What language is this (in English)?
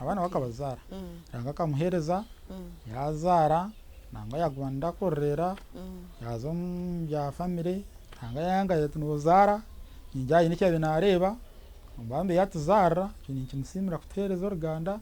Nyankole